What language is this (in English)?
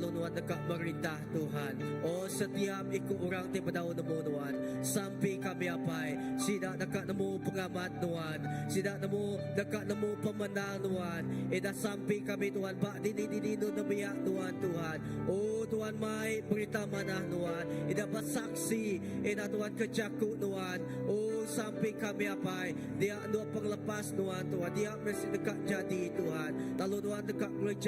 Iban